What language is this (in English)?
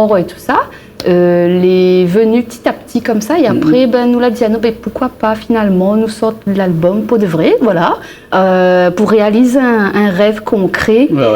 Réunion Creole French